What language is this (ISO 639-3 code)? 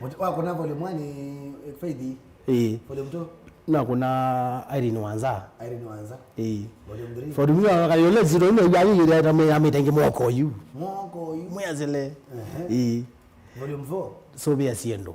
kam